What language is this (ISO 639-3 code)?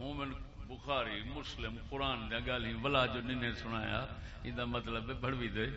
skr